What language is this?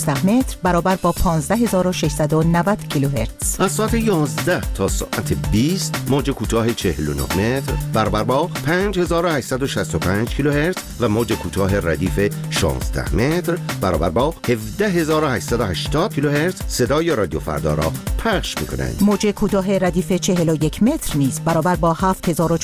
Persian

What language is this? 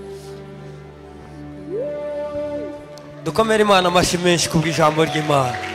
Kinyarwanda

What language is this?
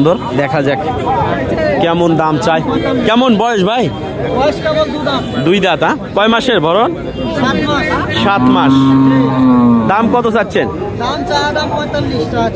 Bangla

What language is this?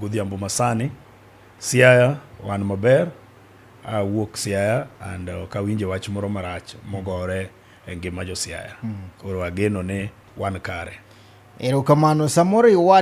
Luo (Kenya and Tanzania)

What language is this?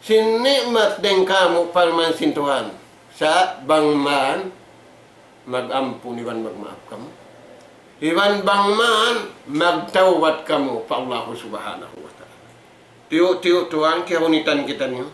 Tausug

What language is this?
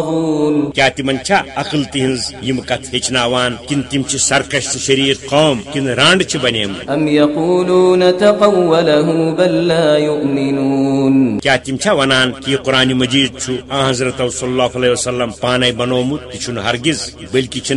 Kashmiri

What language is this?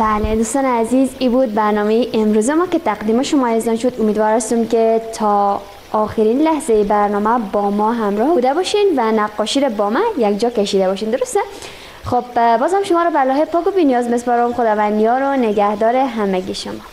Persian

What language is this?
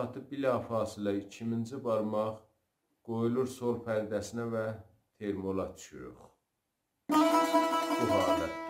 South Azerbaijani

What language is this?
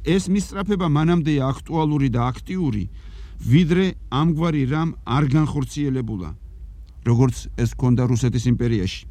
Georgian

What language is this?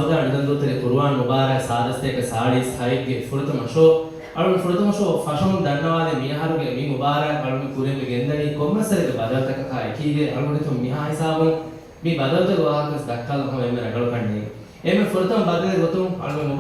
Divehi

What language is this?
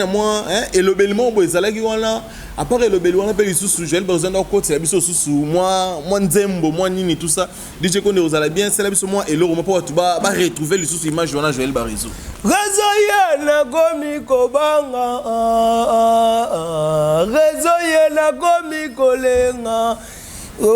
Lingala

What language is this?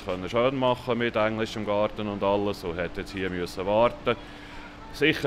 Swiss German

